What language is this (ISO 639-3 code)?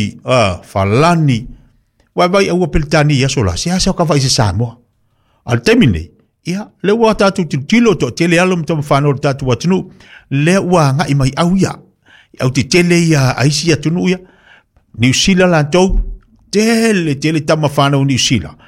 smo